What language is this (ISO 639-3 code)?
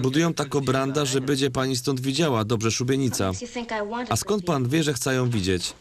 szl